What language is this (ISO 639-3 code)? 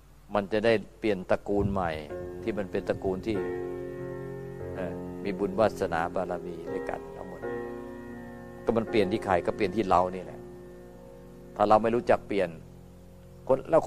tha